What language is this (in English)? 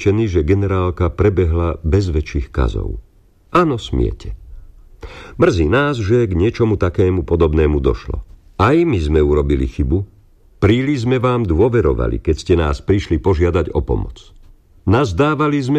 Slovak